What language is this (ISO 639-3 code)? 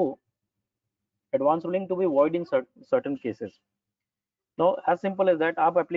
eng